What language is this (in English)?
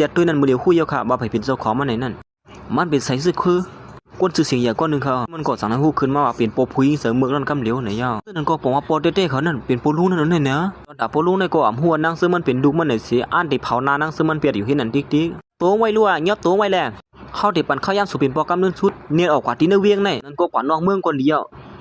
Shan